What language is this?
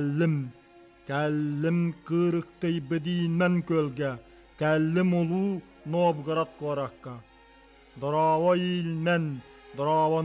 Yakut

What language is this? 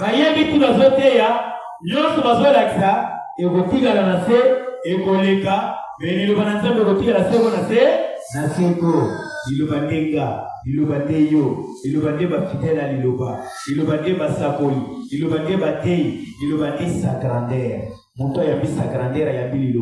Lingala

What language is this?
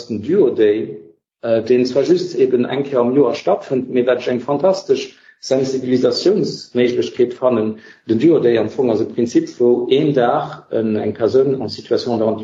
Luxembourgish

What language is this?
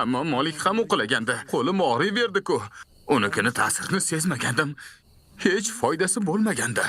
Uzbek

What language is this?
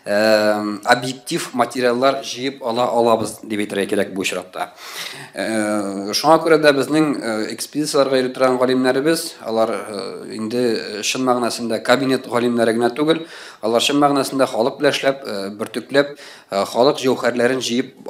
Tatar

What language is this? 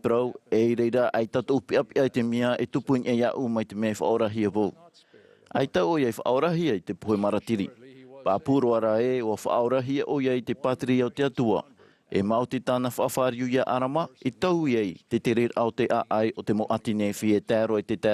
Tahitian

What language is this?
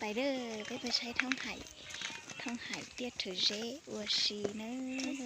Hmong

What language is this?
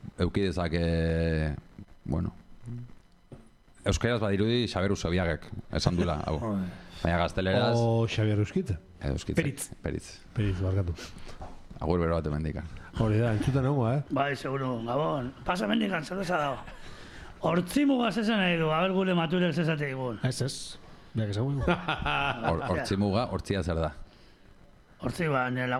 Basque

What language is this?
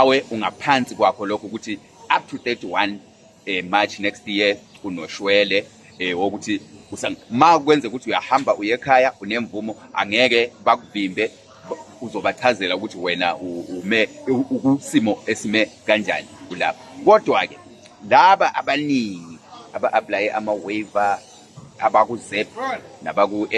Zulu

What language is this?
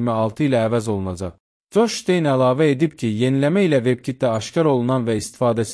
Azerbaijani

